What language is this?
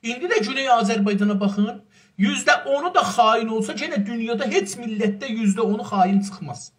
South Azerbaijani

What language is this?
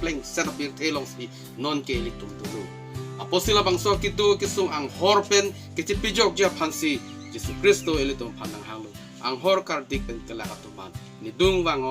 Karbi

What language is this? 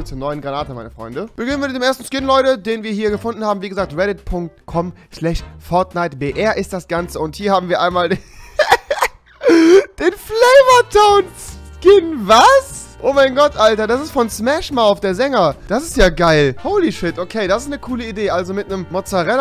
German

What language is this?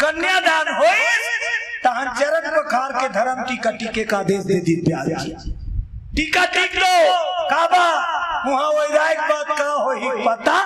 Chhattisgarhi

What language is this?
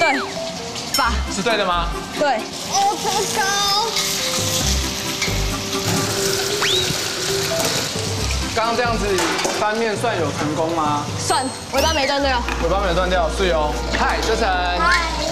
Chinese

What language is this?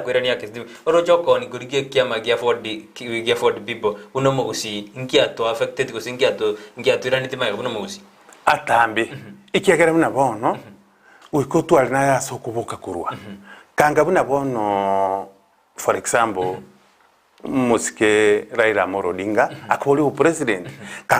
Gusii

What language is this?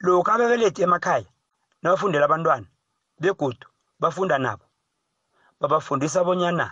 South Ndebele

